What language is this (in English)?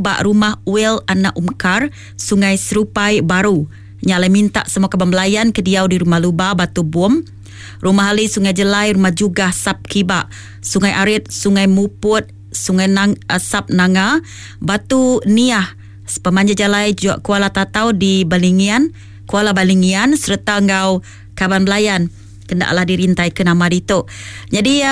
Iban